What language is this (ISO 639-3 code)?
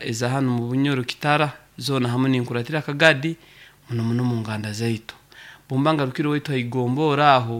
nyo